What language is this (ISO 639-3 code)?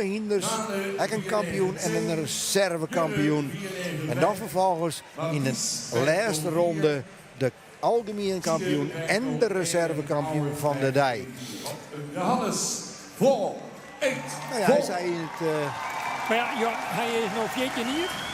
fry